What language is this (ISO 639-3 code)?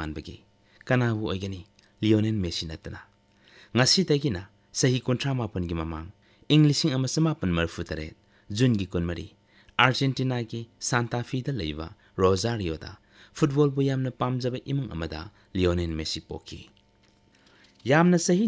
mni